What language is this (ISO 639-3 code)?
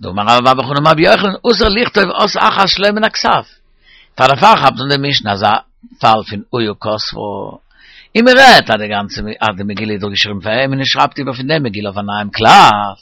yid